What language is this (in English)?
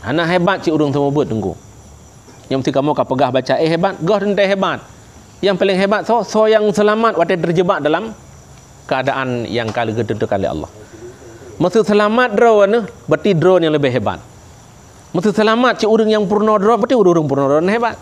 Achinese